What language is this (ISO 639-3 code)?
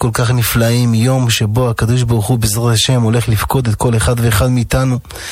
heb